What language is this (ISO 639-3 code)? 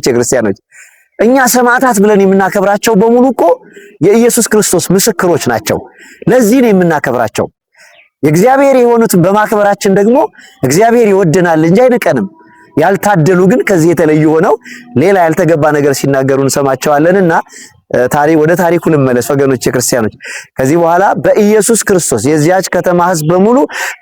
amh